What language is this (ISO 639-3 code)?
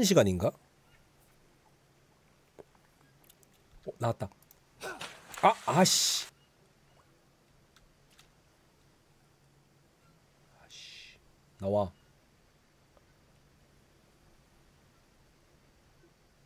kor